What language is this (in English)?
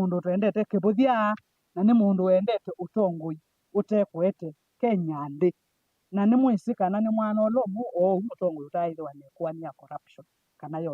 Kamba